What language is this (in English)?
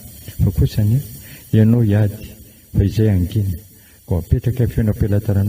Malagasy